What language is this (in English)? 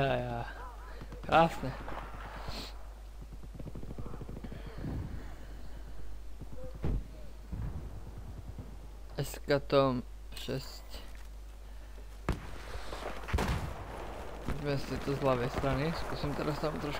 Slovak